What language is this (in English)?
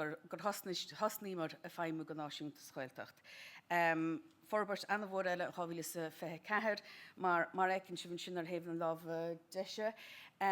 Irish